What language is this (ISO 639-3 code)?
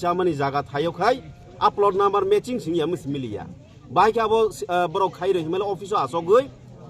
trp